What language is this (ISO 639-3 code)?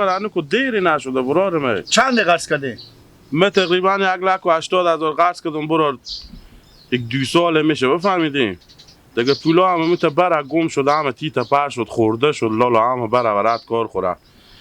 fas